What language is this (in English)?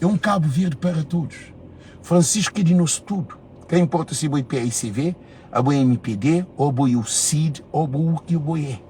Kabuverdianu